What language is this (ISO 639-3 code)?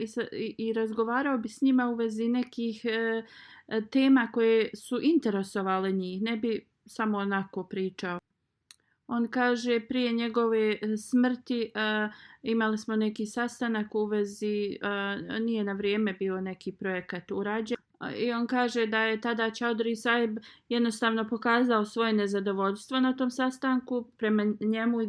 bos